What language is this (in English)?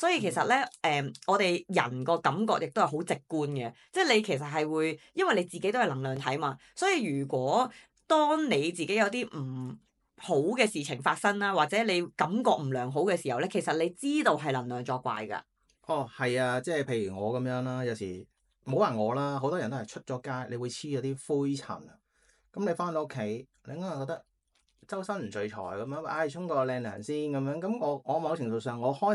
Cantonese